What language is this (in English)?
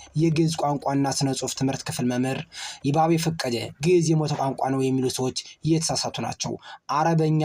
Amharic